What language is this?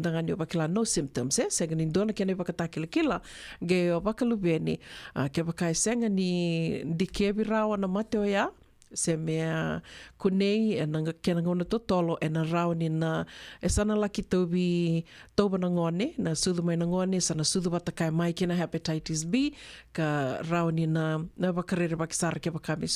Fijian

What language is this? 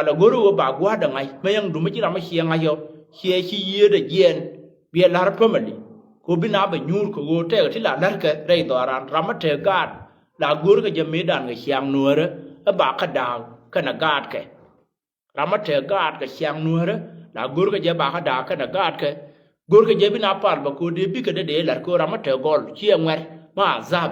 Nuer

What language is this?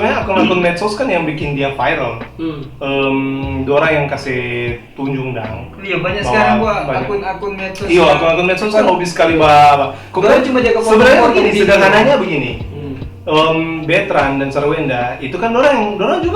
Manado Malay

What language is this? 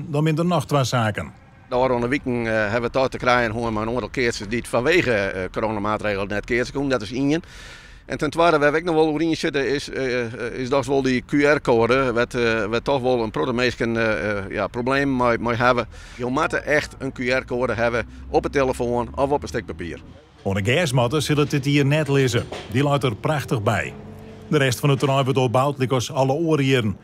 Western Frisian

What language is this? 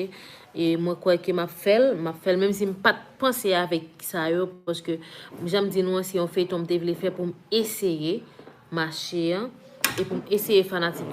Haitian Creole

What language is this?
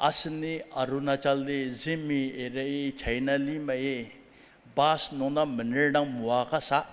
Ao Naga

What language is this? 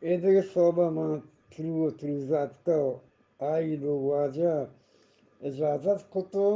Eastern Balochi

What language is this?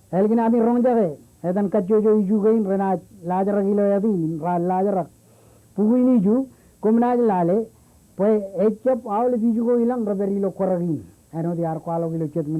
Marshallese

